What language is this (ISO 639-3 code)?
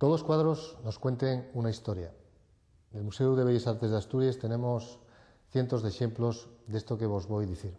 ast